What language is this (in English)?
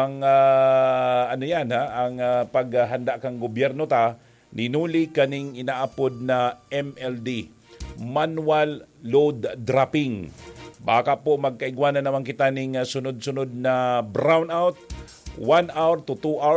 Bikol